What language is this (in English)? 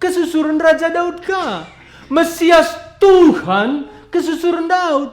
Batak Karo